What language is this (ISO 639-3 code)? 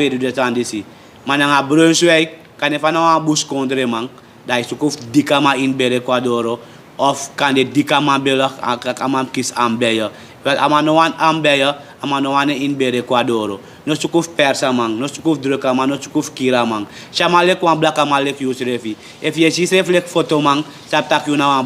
srn